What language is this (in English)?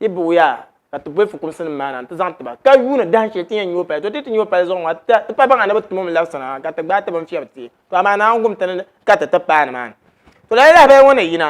Dagbani